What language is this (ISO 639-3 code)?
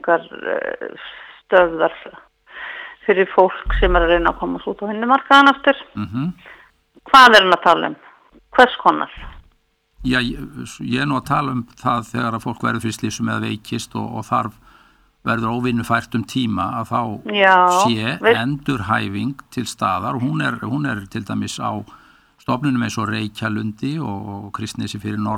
isl